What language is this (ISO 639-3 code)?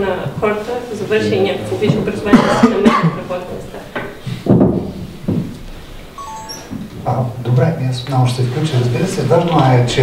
bul